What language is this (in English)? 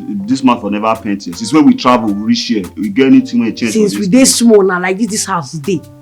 Nigerian Pidgin